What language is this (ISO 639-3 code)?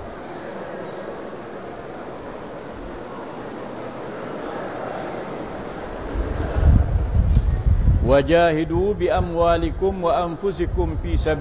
msa